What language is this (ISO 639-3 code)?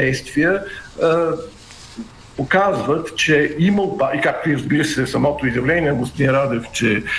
bul